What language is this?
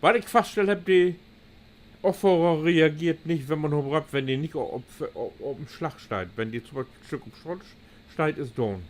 Low German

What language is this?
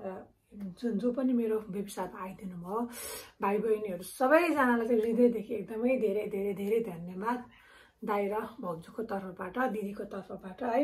Nepali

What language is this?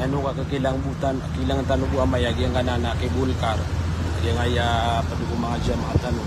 Maranao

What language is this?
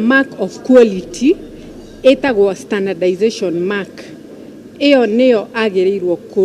Kikuyu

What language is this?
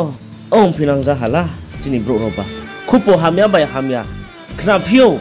Riang (India)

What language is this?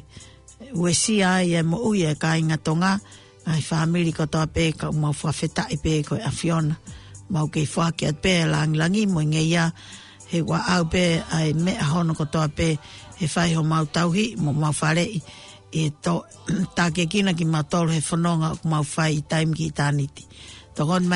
Tongan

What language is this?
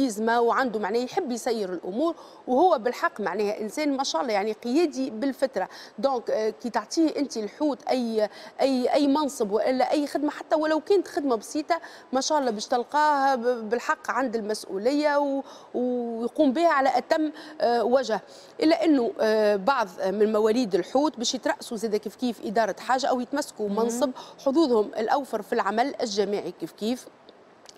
Tunisian Arabic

